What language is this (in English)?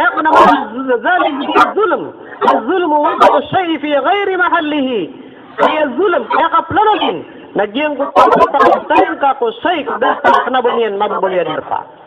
Maranao